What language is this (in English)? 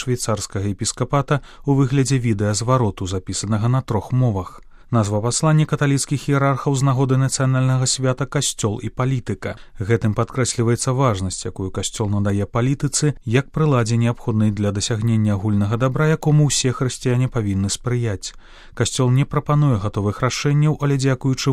Belarusian